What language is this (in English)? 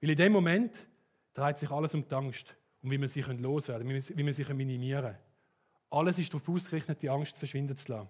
Swiss German